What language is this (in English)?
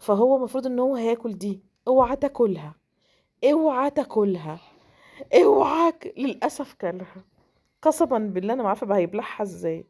Egyptian Arabic